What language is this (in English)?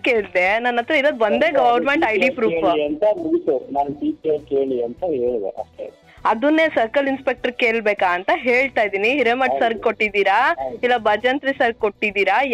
Kannada